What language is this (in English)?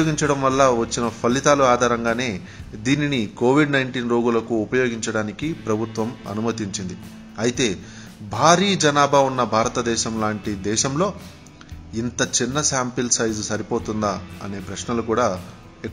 Telugu